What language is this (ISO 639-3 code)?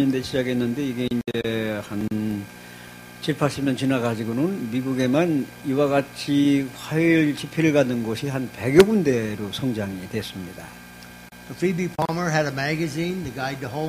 kor